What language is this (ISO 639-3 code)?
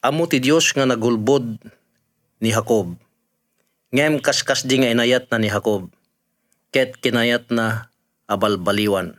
ilo